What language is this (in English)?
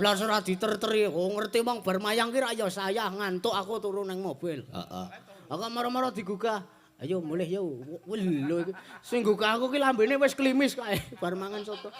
Javanese